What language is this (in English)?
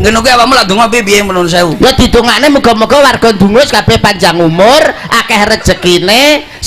Javanese